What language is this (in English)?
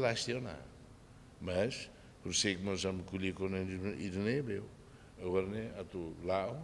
Tetum